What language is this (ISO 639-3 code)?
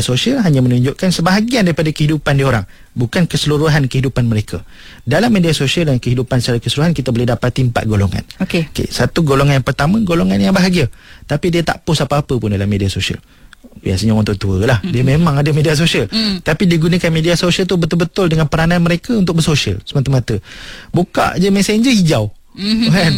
msa